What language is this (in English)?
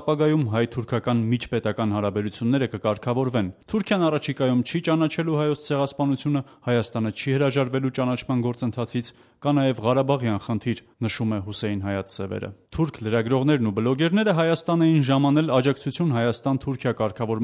Armenian